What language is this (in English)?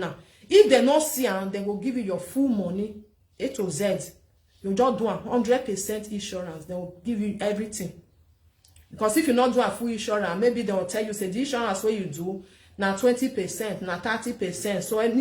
Nigerian Pidgin